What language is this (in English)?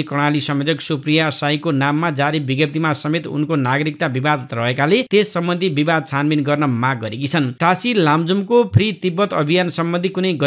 Nepali